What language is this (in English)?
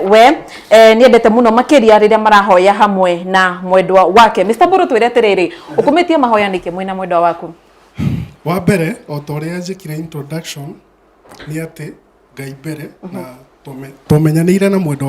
Kikuyu